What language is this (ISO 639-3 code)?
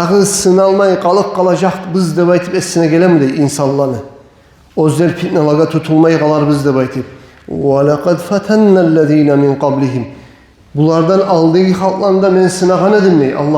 kum